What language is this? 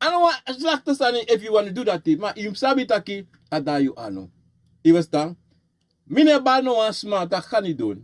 Sranan Tongo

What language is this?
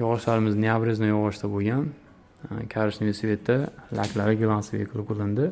Uzbek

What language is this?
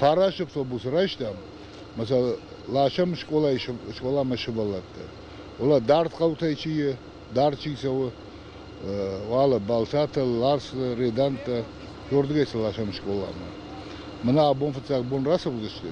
Ossetic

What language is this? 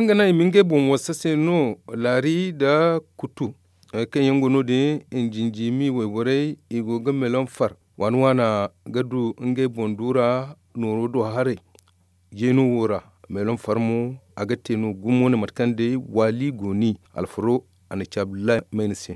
Zarma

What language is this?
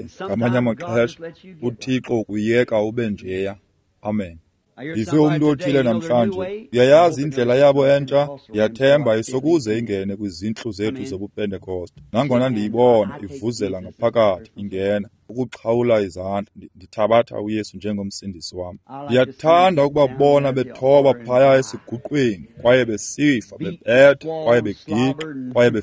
Xhosa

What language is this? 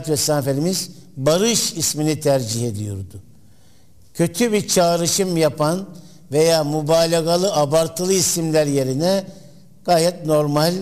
Turkish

